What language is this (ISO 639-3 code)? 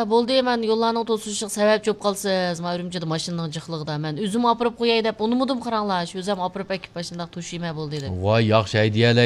uig